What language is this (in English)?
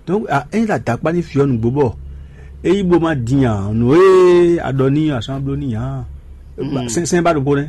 Fon